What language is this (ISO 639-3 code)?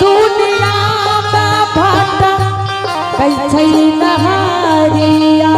anp